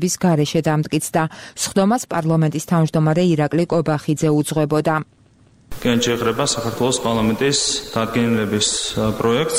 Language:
Georgian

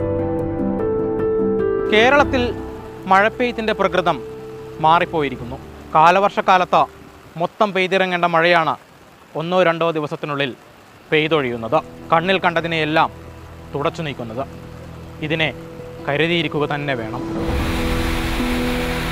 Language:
Malayalam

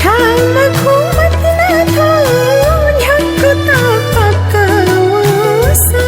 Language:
Newari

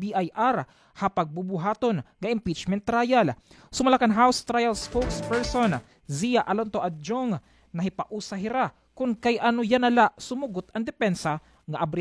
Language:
Waray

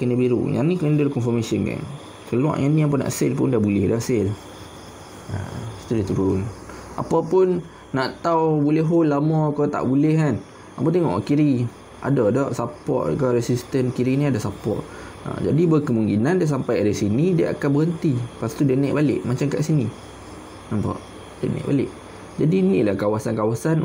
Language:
Malay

